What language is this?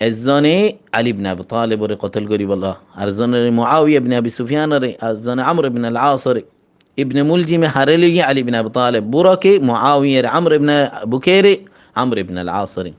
Rohingya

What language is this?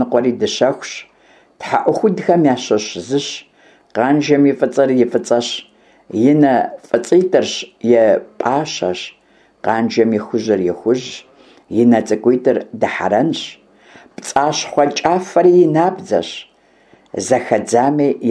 Kabardian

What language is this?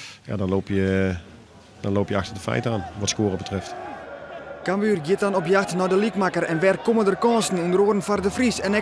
Western Frisian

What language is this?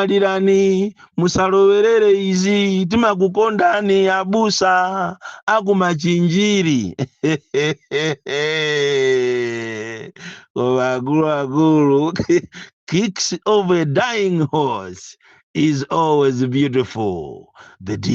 Nyanja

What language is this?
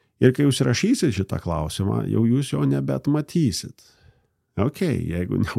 Lithuanian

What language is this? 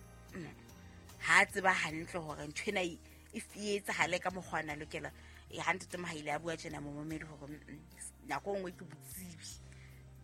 Southern Sotho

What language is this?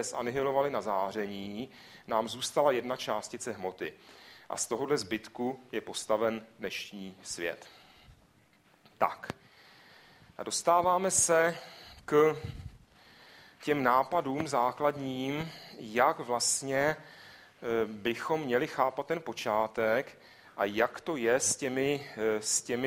Czech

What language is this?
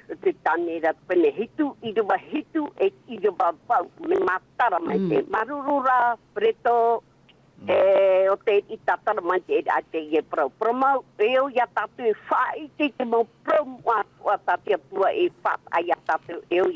Tahitian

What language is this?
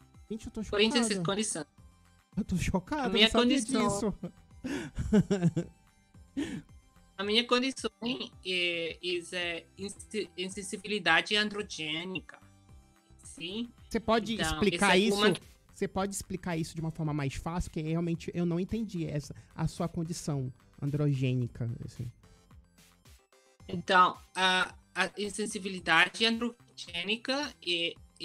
Portuguese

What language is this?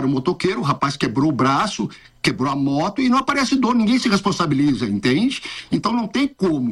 Portuguese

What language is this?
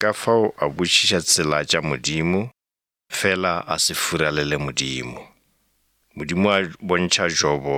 Northern Sotho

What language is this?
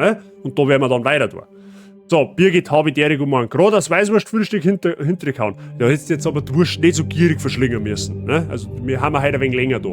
Bavarian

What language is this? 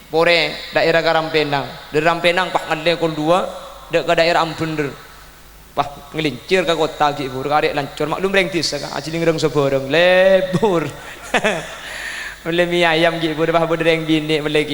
Madurese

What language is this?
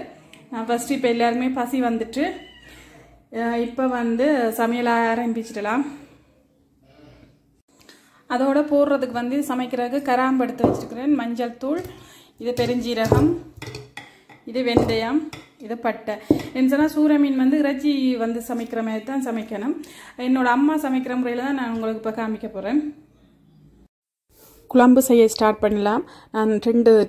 Tamil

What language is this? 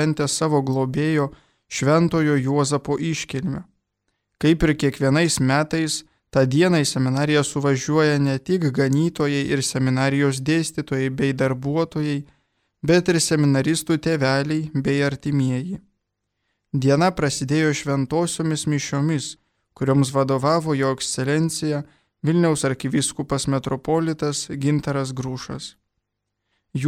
Lithuanian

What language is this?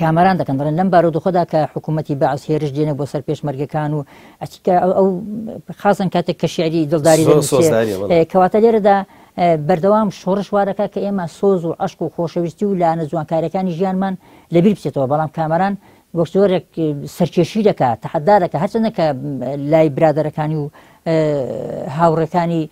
Central Kurdish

